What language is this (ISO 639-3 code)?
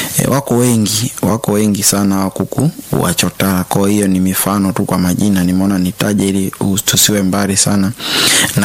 swa